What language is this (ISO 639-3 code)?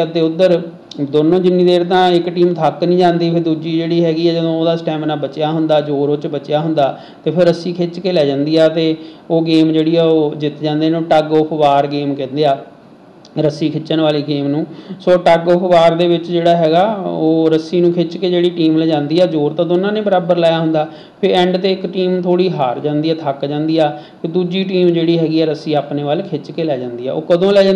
pan